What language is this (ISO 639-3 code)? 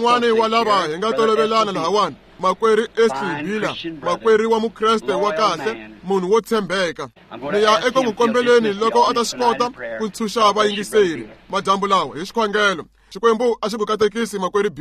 tso